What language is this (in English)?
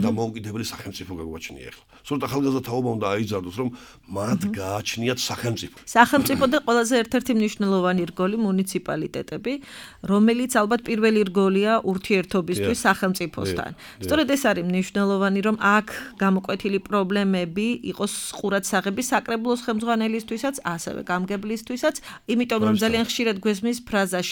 Georgian